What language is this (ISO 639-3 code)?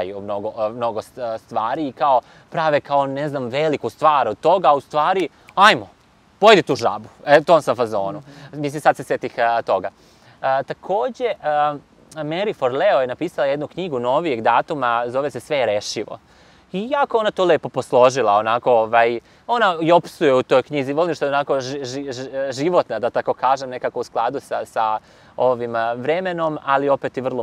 srp